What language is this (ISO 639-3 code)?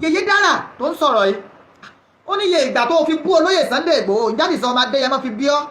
yor